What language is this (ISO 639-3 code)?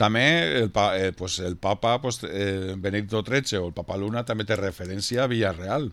cat